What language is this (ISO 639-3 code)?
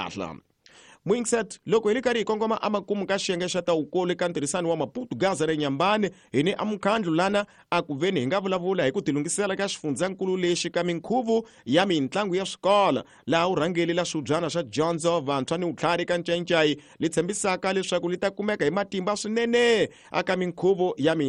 tso